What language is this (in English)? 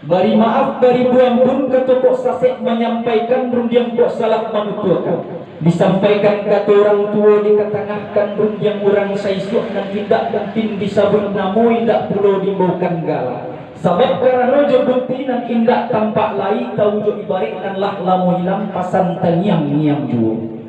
Minangkabau